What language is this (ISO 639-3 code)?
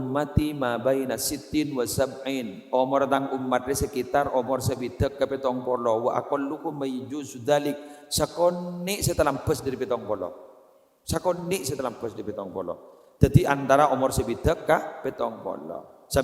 mad